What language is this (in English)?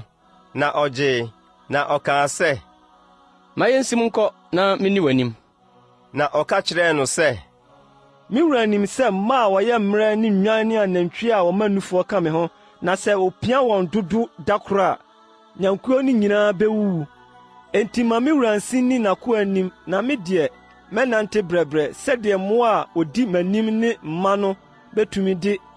Akan